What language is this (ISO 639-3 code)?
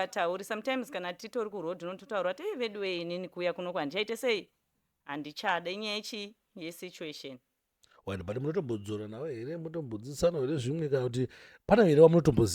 sna